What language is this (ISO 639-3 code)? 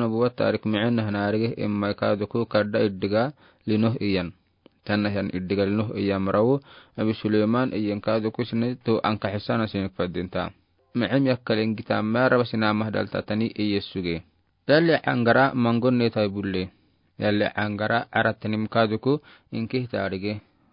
aar